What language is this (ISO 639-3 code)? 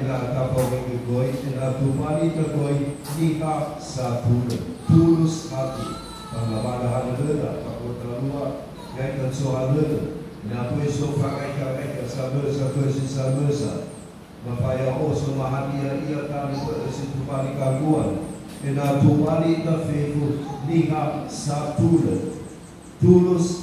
nia